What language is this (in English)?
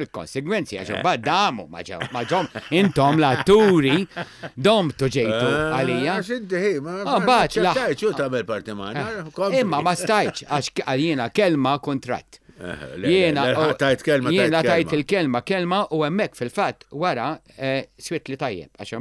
Maltese